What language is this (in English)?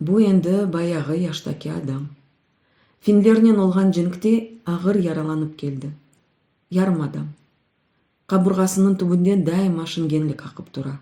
Crimean Tatar